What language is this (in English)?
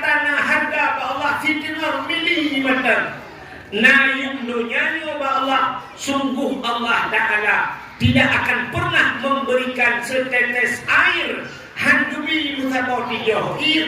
Achinese